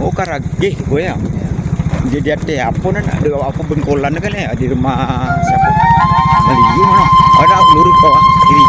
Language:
Minangkabau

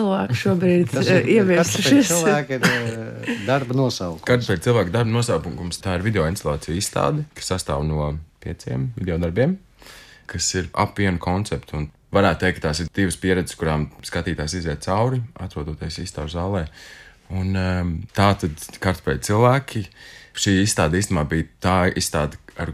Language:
Latvian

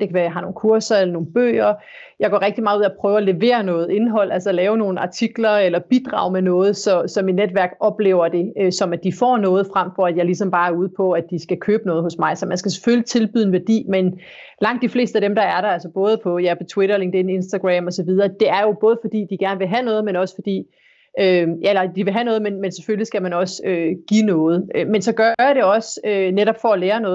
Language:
Danish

